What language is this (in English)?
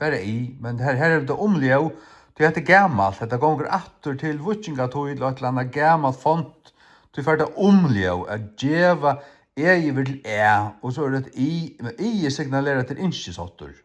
Faroese